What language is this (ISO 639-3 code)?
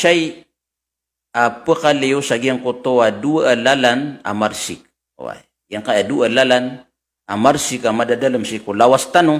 mrw